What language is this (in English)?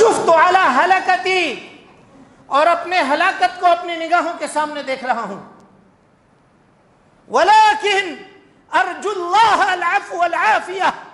Urdu